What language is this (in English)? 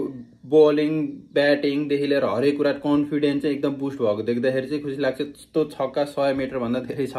Nepali